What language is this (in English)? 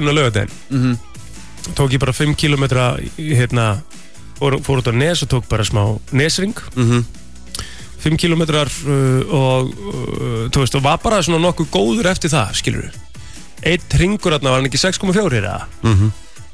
Icelandic